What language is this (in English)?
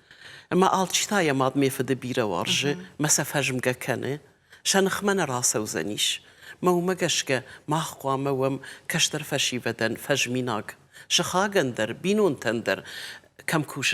Ossetic